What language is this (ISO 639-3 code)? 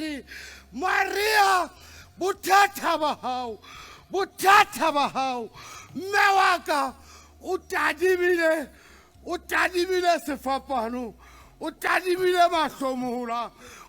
sot